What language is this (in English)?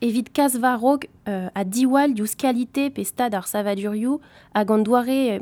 Breton